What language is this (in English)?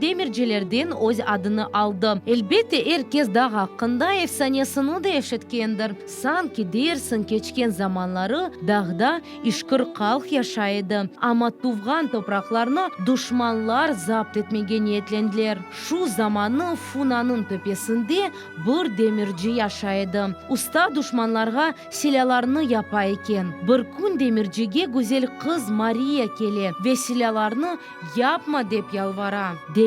Crimean Tatar